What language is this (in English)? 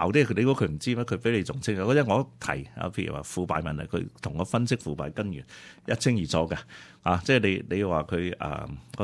Cantonese